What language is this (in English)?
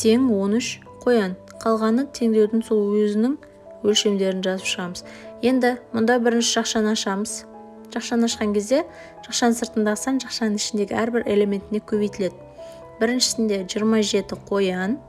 Kazakh